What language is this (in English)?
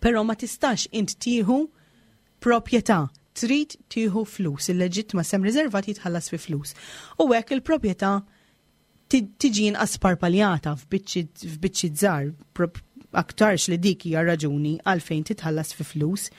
Maltese